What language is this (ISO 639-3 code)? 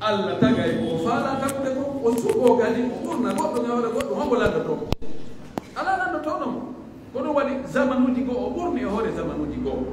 fuf